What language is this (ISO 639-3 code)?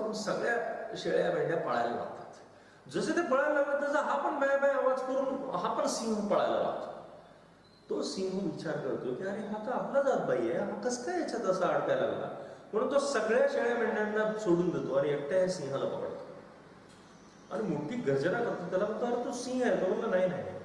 mar